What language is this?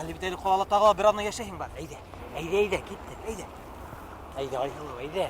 Bashkir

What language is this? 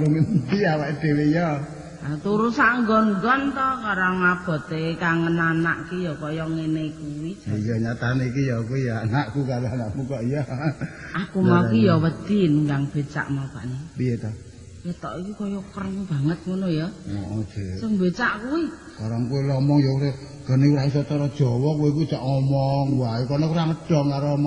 Javanese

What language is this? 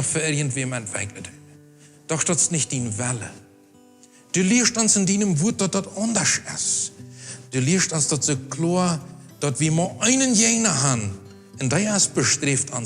Plautdietsch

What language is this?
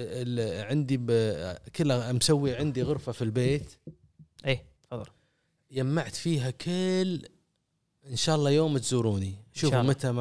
Gulf Arabic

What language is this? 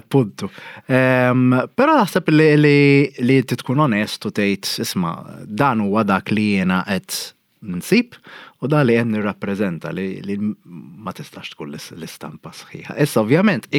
Maltese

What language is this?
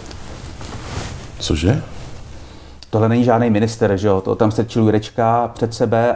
Czech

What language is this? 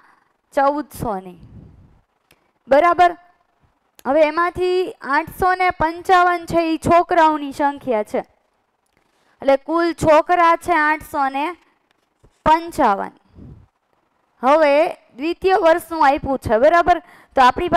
Gujarati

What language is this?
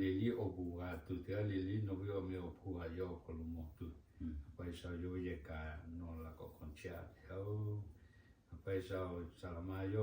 Lahu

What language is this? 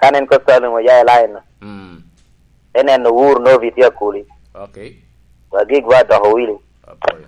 Lango (Uganda)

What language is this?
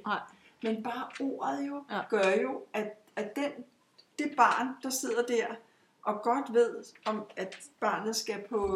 Danish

